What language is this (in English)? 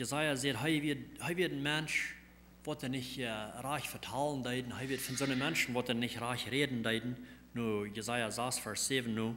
Plautdietsch